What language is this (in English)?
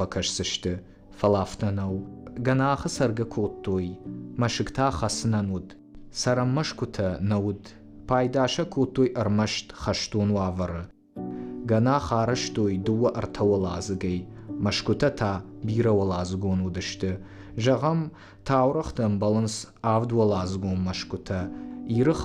Ossetic